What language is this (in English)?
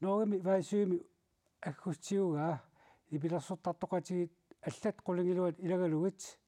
Kalaallisut